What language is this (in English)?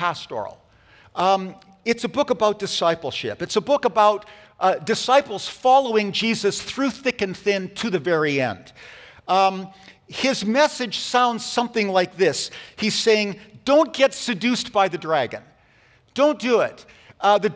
English